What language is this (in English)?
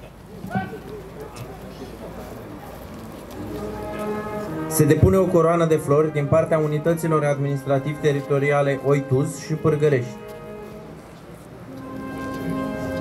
Romanian